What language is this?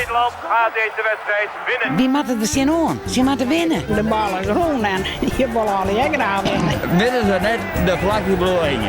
Western Frisian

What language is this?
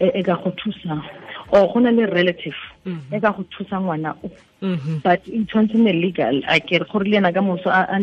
Tswana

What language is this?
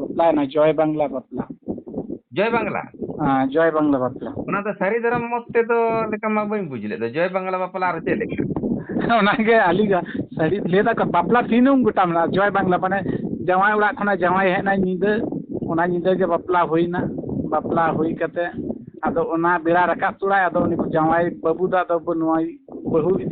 Santali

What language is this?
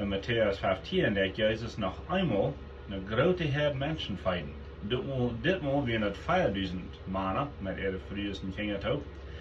Plautdietsch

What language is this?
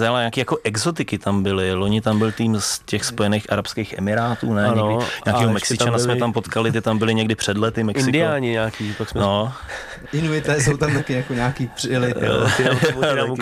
Czech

